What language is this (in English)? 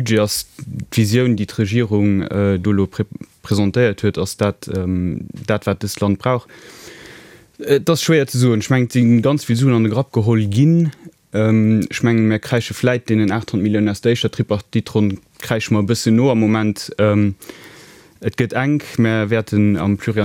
Luxembourgish